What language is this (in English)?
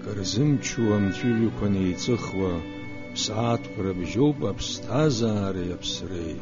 Abkhazian